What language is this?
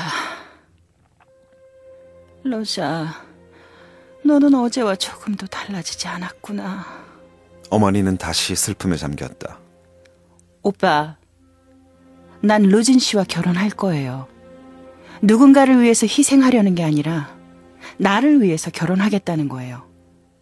Korean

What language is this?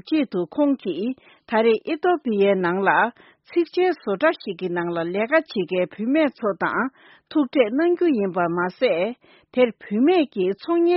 Tibetan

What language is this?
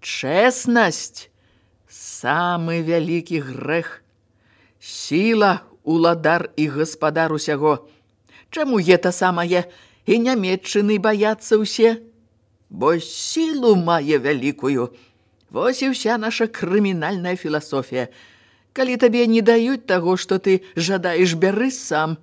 Belarusian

